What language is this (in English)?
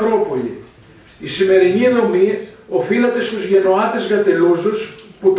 Greek